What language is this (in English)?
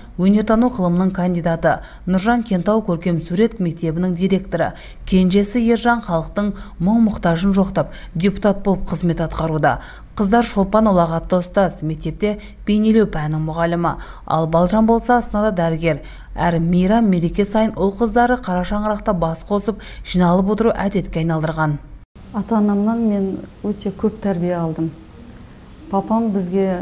Kazakh